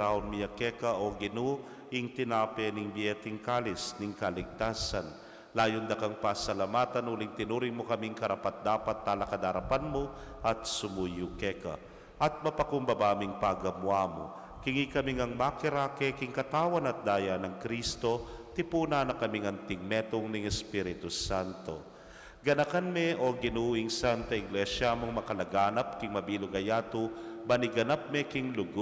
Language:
Pampanga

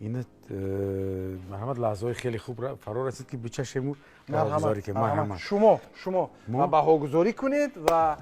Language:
Tajik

